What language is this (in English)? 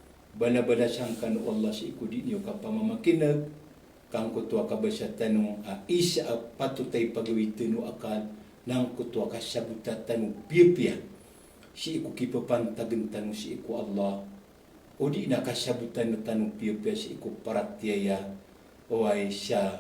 Maranao